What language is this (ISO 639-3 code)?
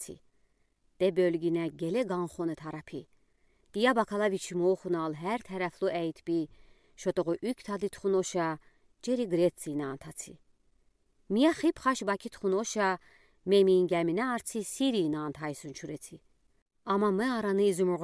udi